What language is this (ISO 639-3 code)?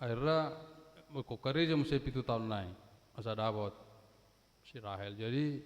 bbc